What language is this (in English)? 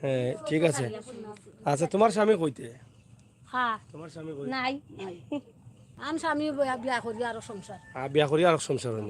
Sylheti